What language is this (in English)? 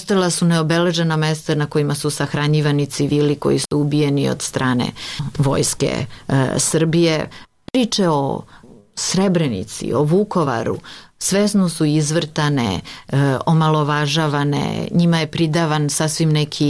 Serbian